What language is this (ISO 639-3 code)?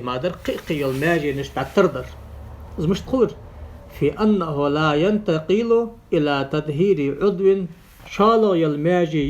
inh